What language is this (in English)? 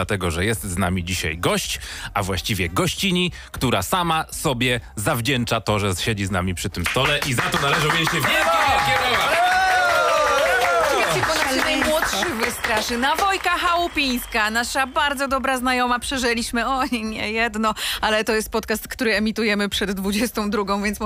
Polish